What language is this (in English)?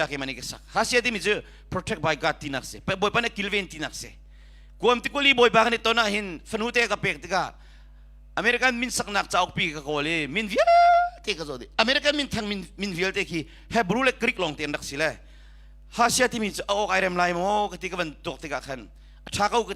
Hakha Chin